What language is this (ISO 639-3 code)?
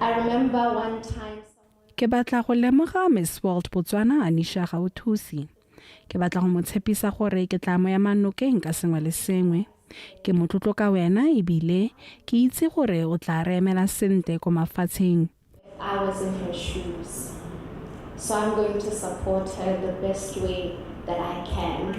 tsn